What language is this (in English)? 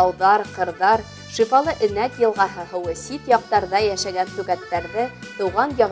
Bashkir